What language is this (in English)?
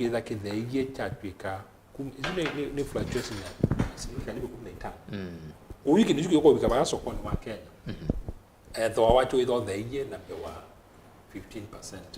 Kamba